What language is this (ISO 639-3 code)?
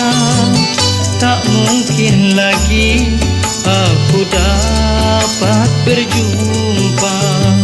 msa